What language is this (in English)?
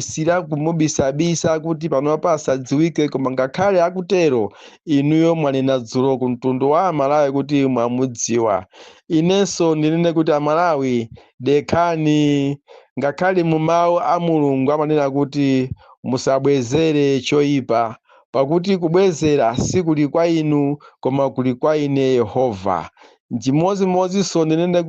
Nyanja